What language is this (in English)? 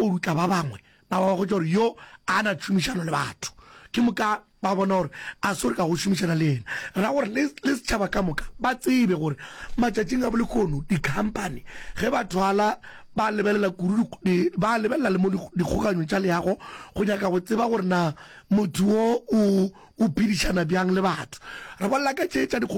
Northern Sotho